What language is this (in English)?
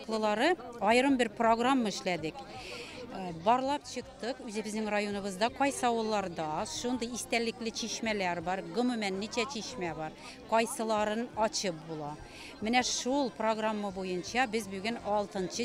Tatar